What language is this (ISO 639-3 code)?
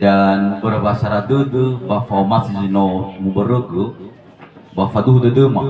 nia